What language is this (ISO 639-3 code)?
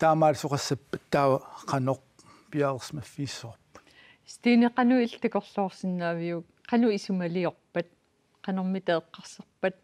kal